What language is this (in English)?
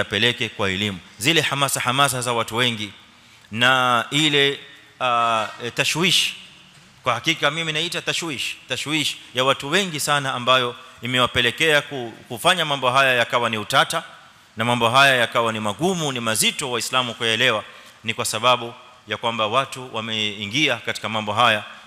Swahili